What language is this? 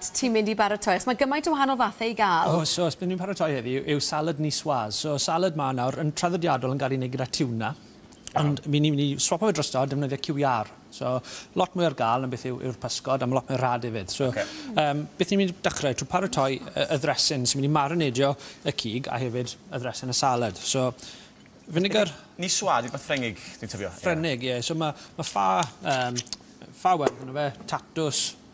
Welsh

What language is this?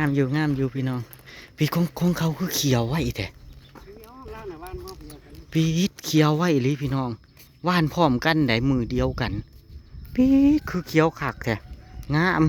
Northeastern Thai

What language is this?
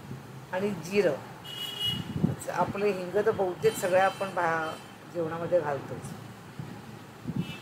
Marathi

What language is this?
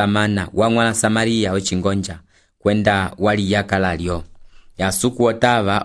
Umbundu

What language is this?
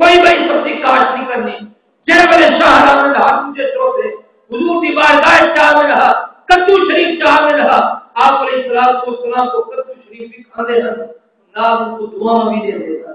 Saraiki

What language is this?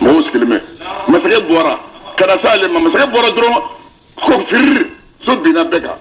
Bambara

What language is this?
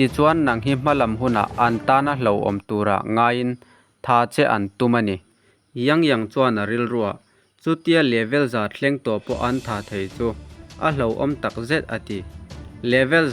Mizo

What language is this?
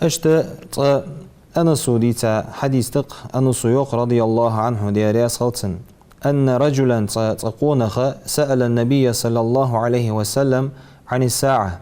Ingush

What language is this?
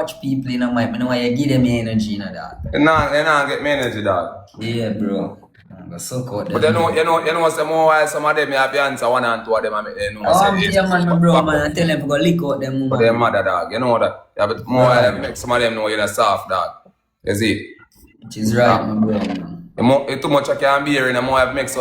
Jamaican Creole English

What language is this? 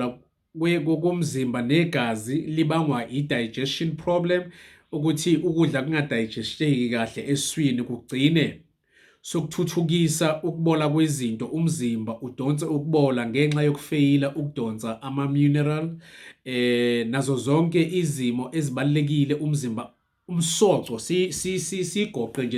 Zulu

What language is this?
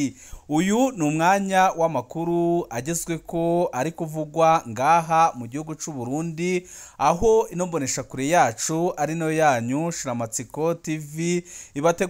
Rundi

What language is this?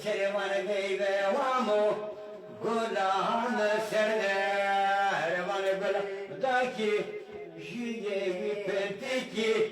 Zaza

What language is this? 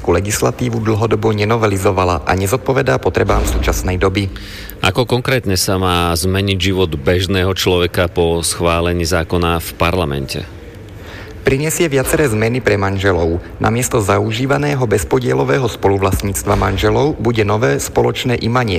Slovak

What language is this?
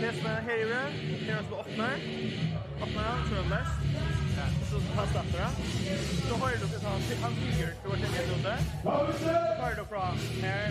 Faroese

